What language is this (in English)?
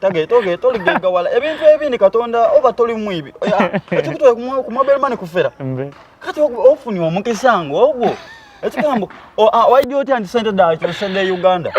Soga